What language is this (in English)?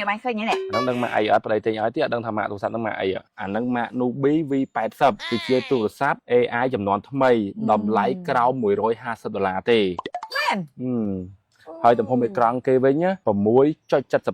Khmer